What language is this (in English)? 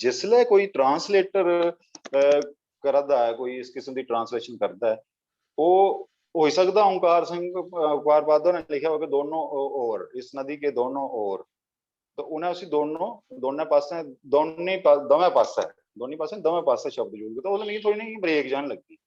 Dogri